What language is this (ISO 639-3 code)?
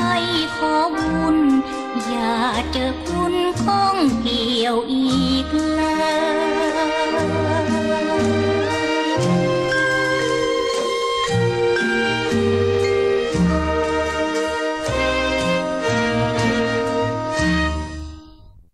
tha